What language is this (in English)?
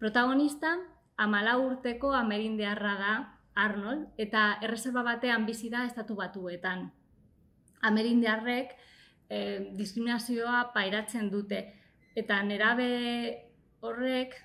Basque